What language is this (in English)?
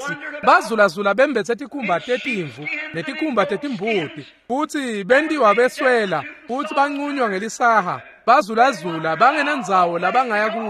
Swati